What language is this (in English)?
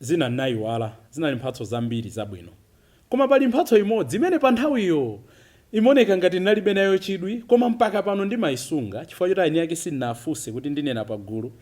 Nyanja